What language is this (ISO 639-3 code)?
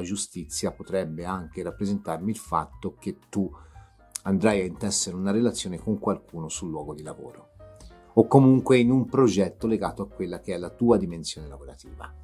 ita